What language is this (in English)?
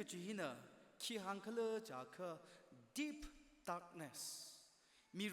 Tangkhul Naga (India)